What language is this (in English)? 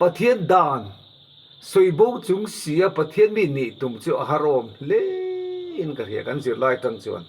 Mizo